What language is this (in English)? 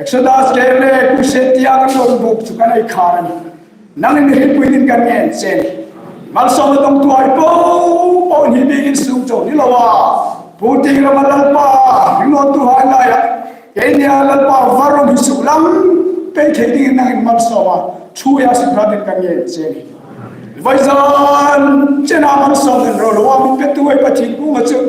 Hmar